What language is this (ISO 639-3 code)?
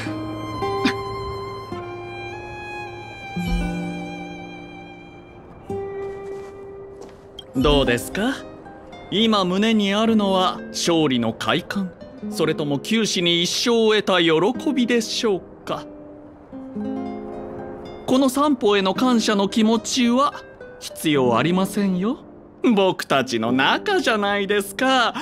jpn